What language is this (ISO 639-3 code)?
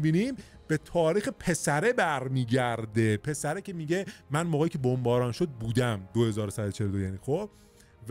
fas